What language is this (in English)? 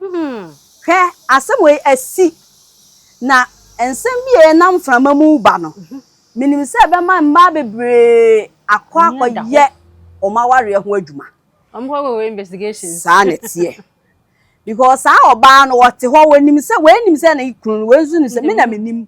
Akan